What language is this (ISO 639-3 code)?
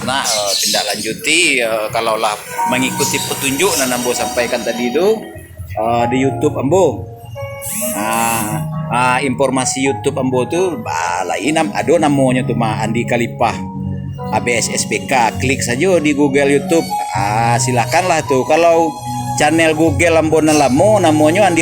min